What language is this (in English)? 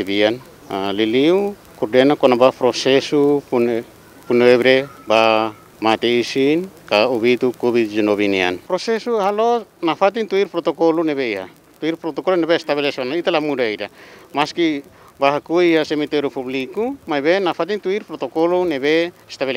Tetum